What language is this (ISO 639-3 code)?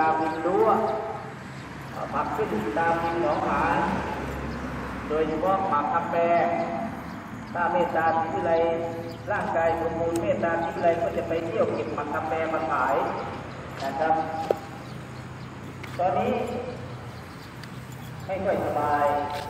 tha